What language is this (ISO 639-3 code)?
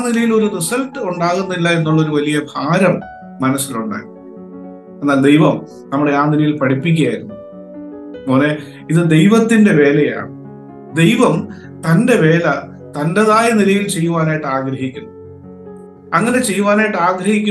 mal